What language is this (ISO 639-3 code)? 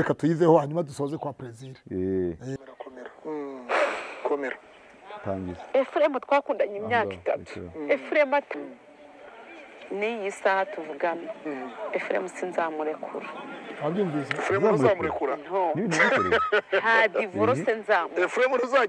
kin